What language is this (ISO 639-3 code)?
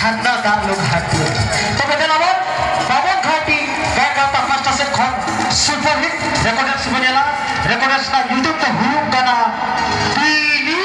sat